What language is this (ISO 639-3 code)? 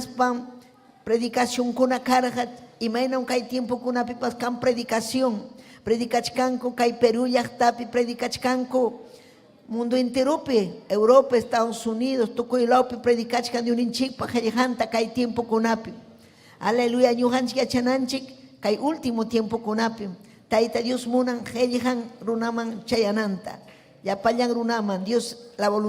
quy